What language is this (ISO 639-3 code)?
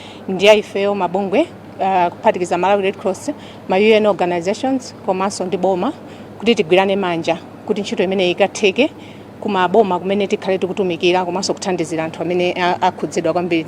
nya